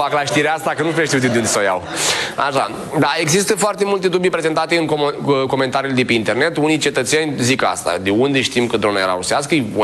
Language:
Romanian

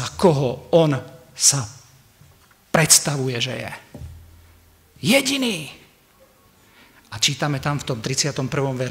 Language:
Slovak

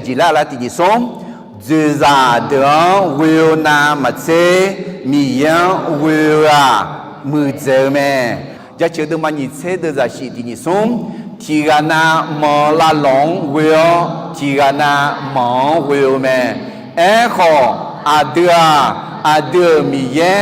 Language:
Akha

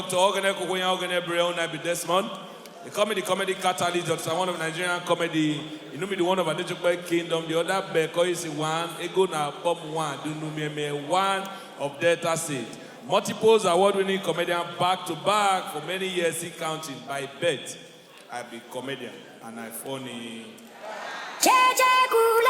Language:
Nigerian Pidgin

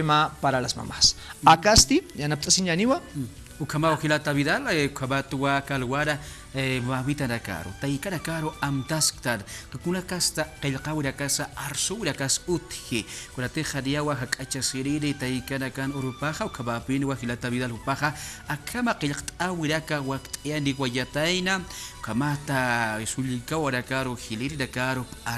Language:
Aymara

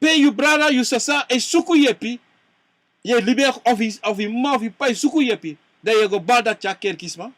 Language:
Sranan Tongo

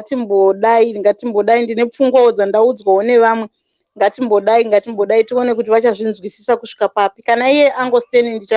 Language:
Shona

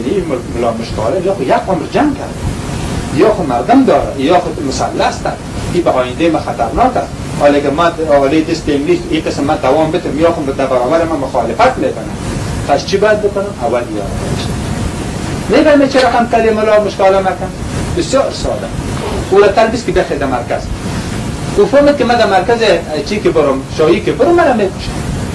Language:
Persian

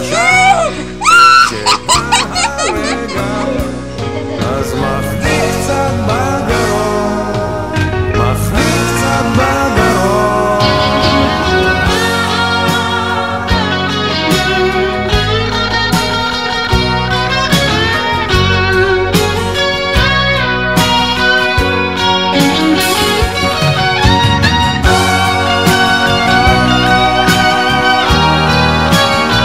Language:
Hebrew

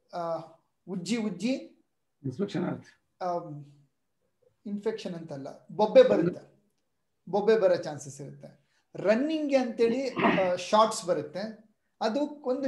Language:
Kannada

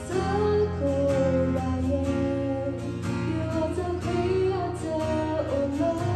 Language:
S'gaw Karen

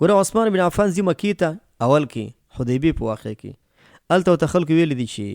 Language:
Pashto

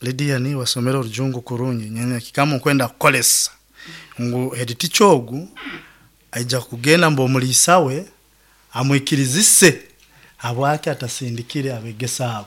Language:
Nyankole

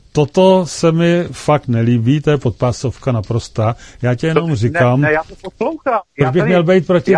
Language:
Czech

